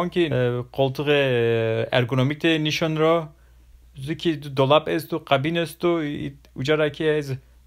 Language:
Zaza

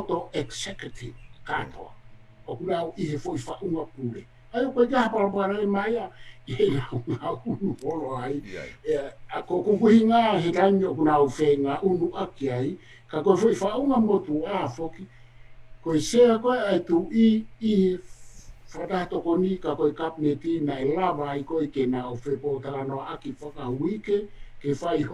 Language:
Tongan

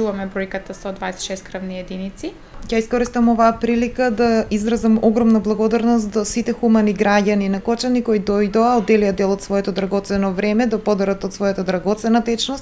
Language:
Macedonian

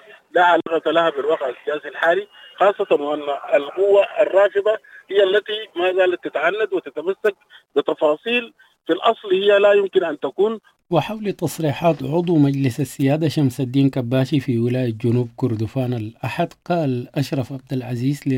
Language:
Sudanese Arabic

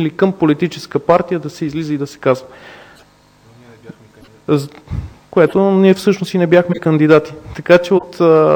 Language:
Bulgarian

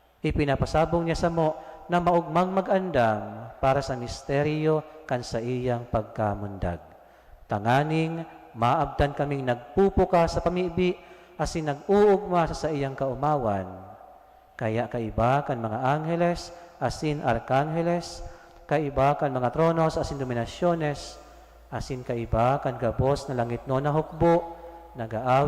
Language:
Bikol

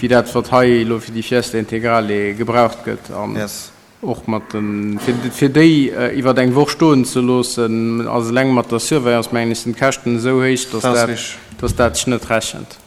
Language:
Luxembourgish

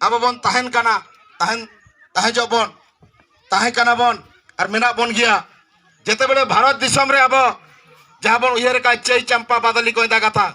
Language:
Santali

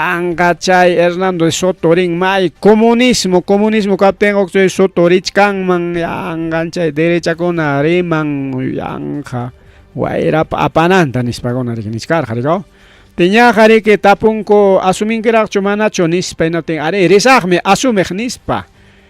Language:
Ayacucho Quechua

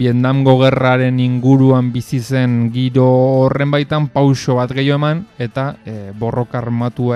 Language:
Basque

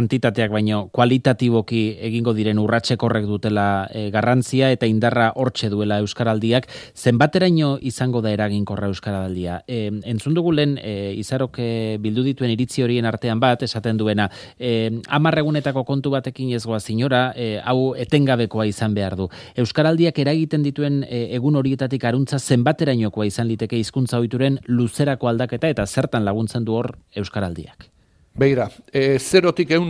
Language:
Basque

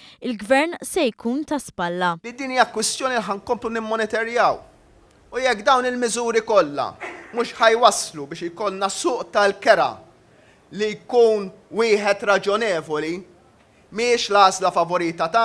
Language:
Maltese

